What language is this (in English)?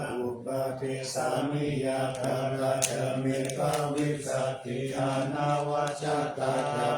Pali